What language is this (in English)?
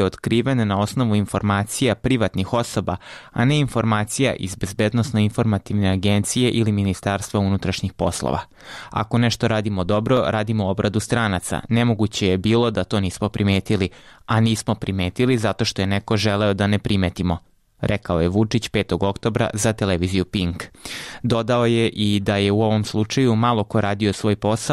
Serbian